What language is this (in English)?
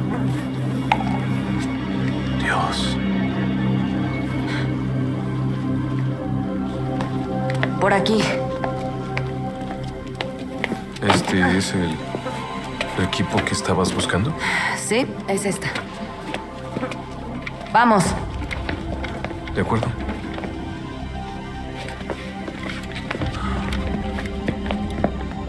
Spanish